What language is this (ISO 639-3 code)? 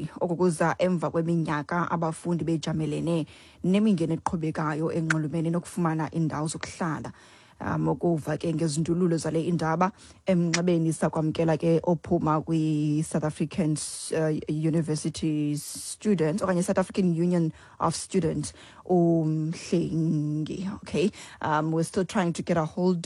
xho